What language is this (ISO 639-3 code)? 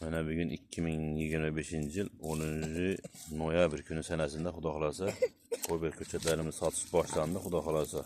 uzb